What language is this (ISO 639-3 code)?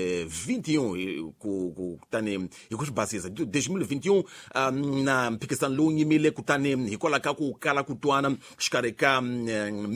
tso